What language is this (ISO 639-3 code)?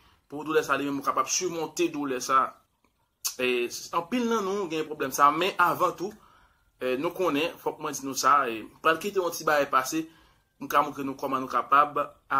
hat